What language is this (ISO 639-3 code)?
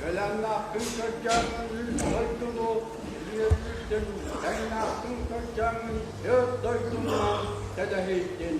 sah